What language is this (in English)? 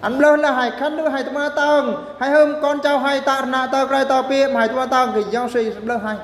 Eastern Bru